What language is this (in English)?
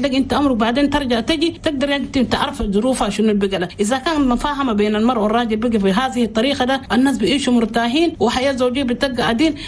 Chadian Arabic